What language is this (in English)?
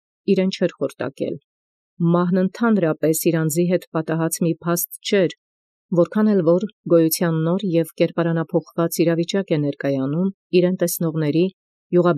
Armenian